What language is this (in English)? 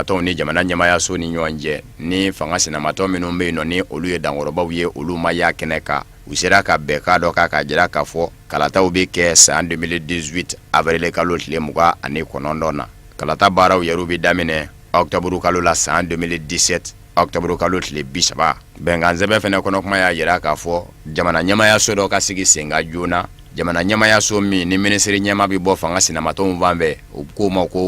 Bambara